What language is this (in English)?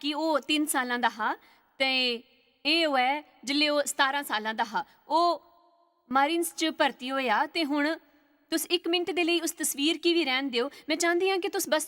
Dogri